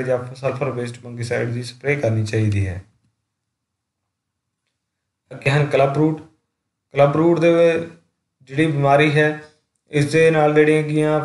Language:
Punjabi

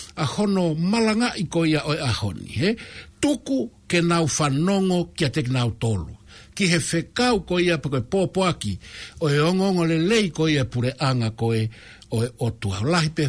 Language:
Tongan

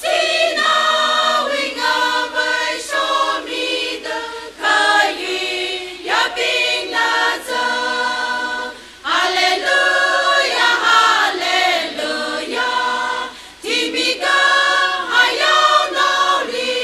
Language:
Tangkhul Naga (India)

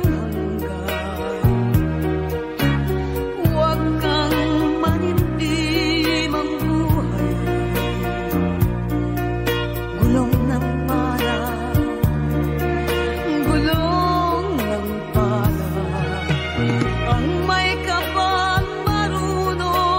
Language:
Filipino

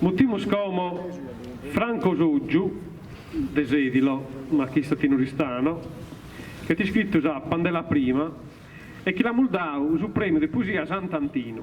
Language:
Sardinian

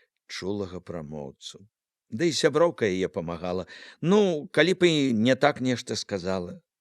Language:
Belarusian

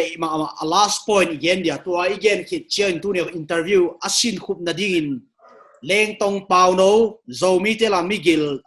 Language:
Paite Chin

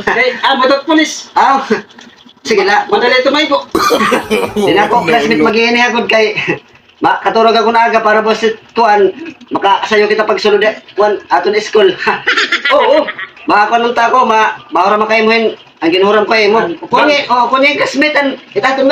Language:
Waray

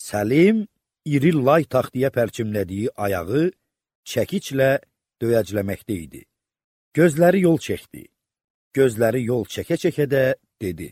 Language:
Azerbaijani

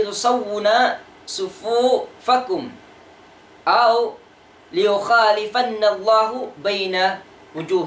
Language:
Tausug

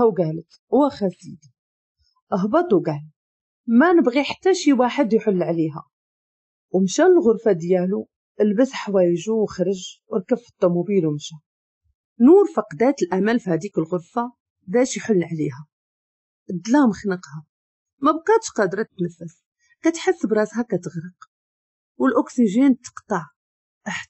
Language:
Moroccan Arabic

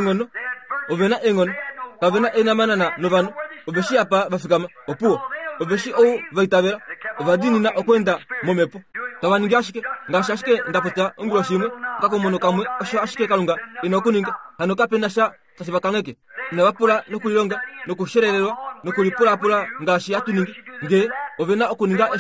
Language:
Kuanyama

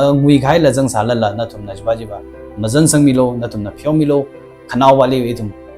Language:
Tangkhul Naga (India)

